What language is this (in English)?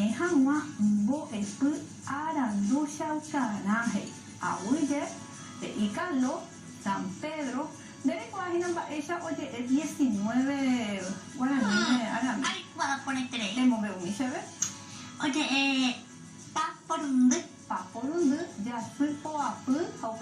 Guarani